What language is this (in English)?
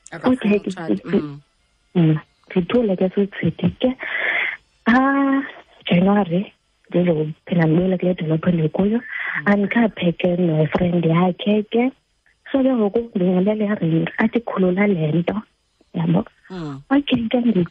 Xhosa